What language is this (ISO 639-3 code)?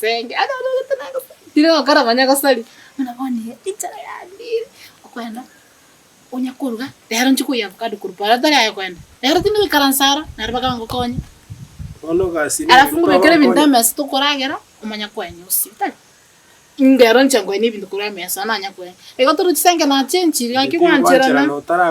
guz